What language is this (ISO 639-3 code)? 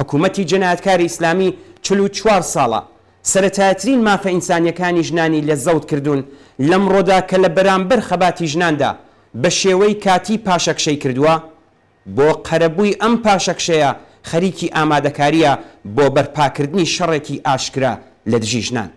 ckb